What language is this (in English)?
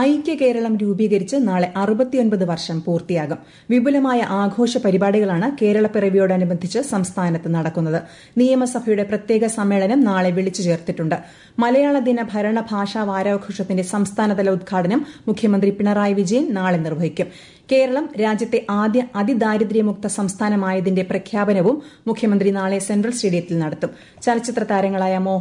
Malayalam